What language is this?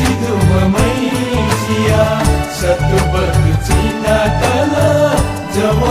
Newari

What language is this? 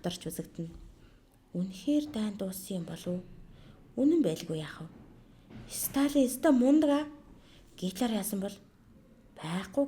Mongolian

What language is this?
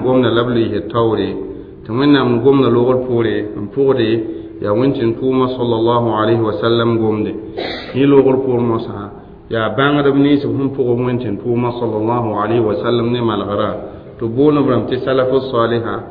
Mossi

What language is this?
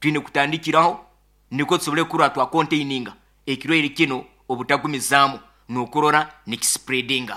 Nyankole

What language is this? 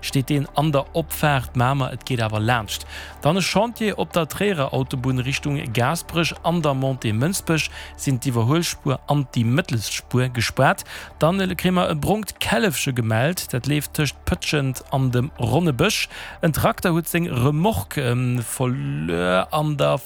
Luxembourgish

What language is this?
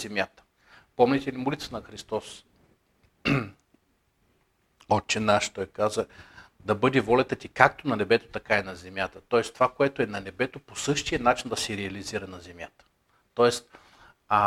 Bulgarian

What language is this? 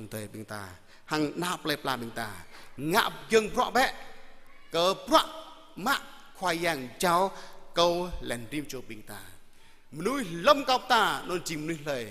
Jarai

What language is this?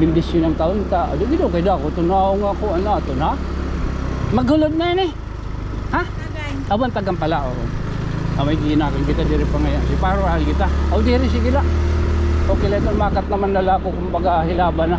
Waray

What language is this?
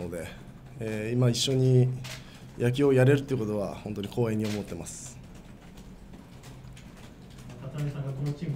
Japanese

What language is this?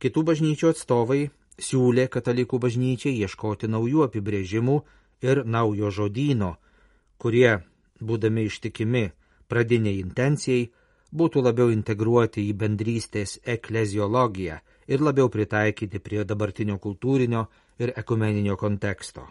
Lithuanian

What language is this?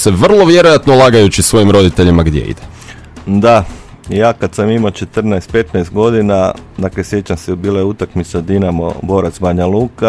Croatian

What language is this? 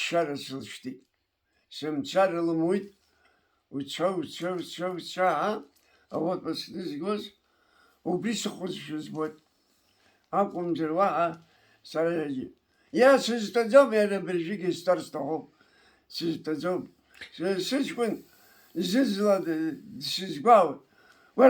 Abkhazian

